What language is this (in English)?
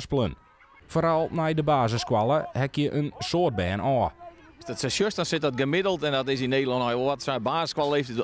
Western Frisian